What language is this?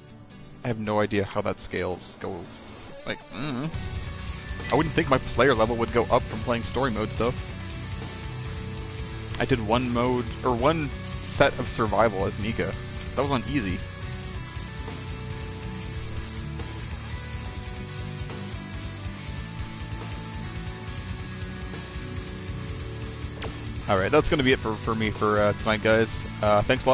English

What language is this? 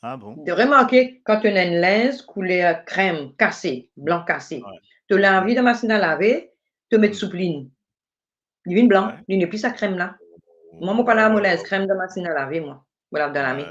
Morisyen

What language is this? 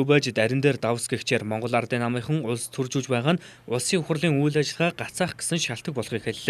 Mongolian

